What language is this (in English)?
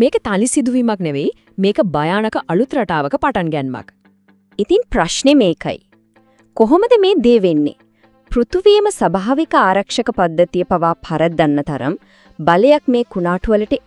Sinhala